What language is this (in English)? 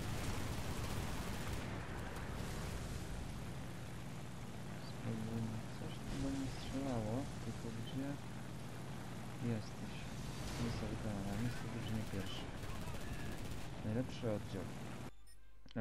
Polish